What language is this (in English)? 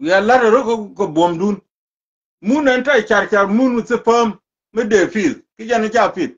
Nuer